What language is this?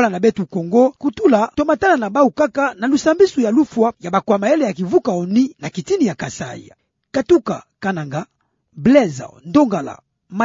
Kituba (Democratic Republic of Congo)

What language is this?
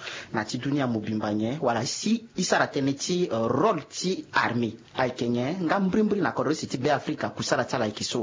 Sango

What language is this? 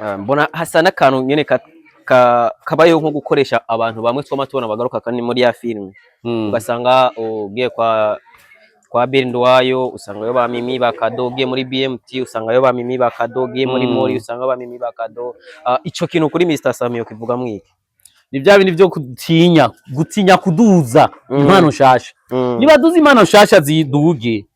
Rundi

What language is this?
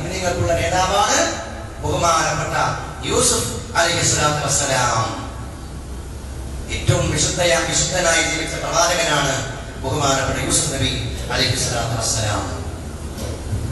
Malayalam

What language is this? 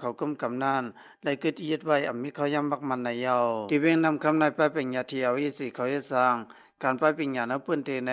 Shan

